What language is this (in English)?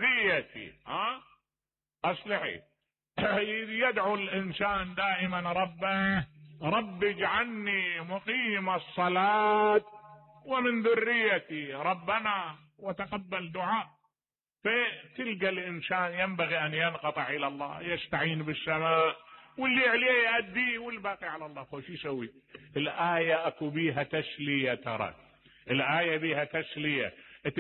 Mesopotamian Arabic